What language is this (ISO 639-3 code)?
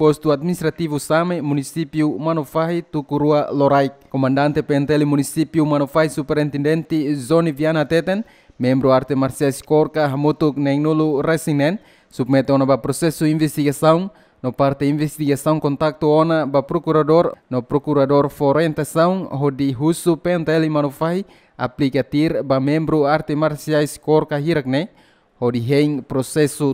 tet